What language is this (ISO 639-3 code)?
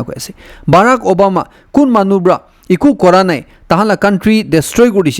nag